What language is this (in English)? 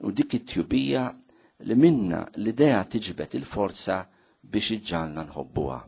Maltese